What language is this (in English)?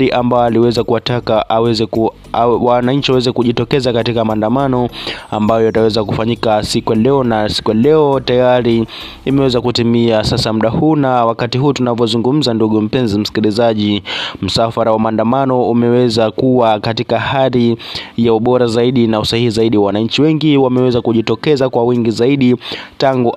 Swahili